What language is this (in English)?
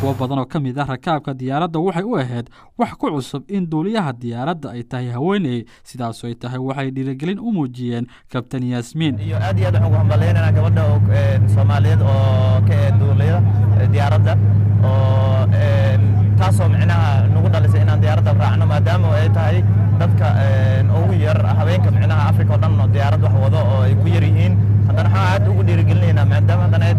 Somali